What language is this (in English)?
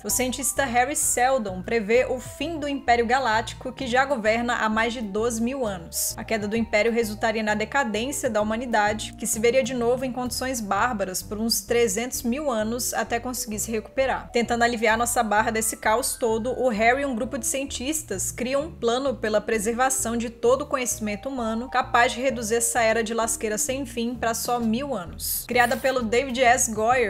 Portuguese